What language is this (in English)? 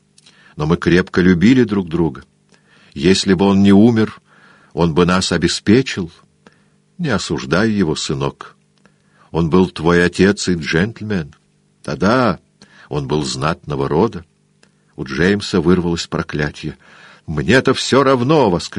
Russian